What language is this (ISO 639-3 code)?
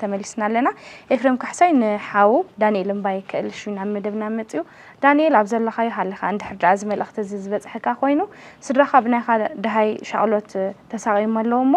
tir